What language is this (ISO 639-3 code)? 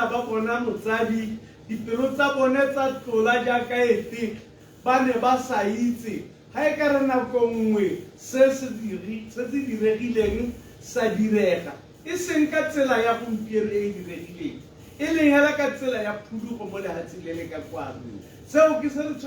tsn